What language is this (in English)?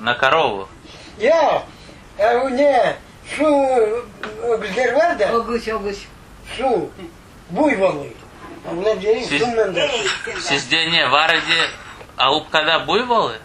Crimean Tatar